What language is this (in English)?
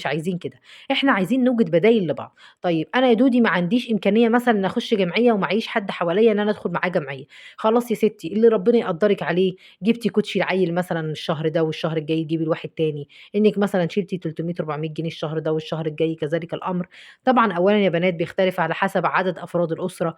Egyptian Arabic